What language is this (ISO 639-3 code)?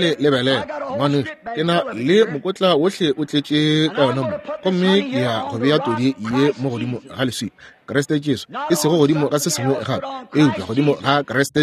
nso